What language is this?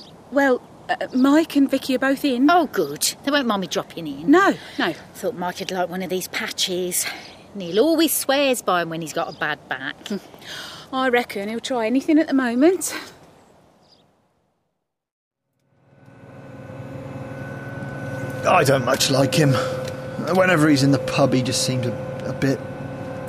English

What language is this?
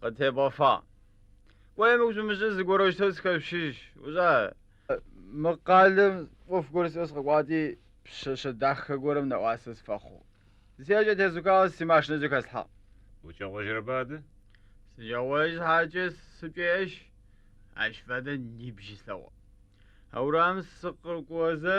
Adyghe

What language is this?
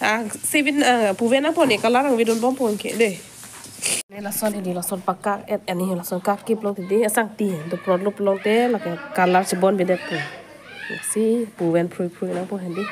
Karbi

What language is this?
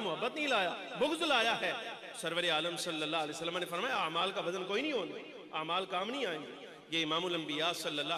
Urdu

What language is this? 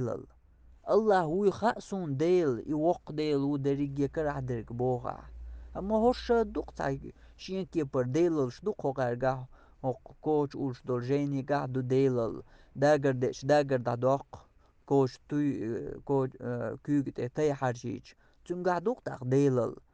Chechen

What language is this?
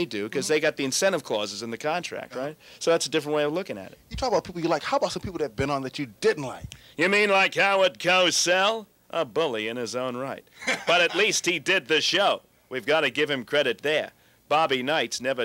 English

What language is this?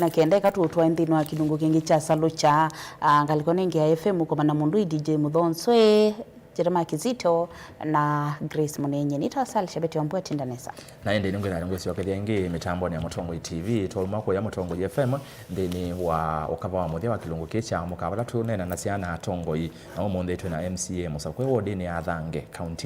Kamba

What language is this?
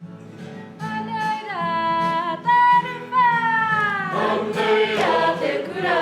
Māori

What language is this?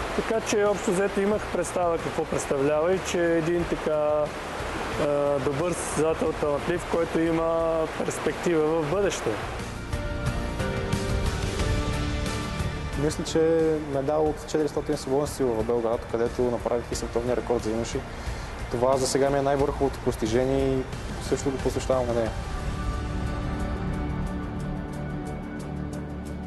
Bulgarian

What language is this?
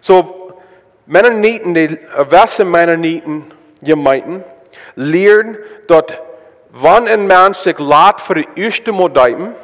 Plautdietsch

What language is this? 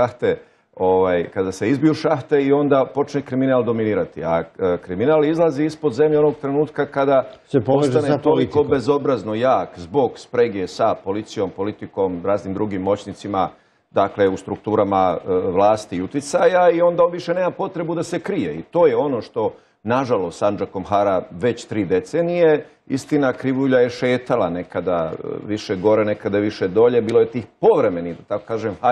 Bosnian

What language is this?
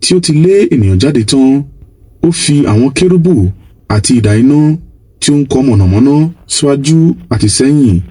Yoruba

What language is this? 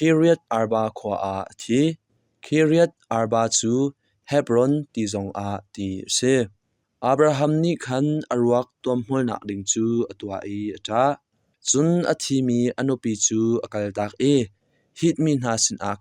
Hakha Chin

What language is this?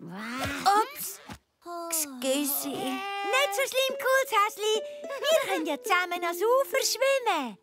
Swiss German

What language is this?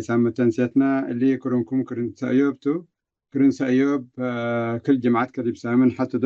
Tigre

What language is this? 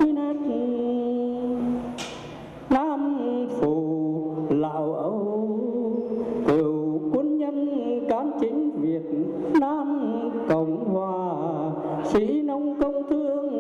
Vietnamese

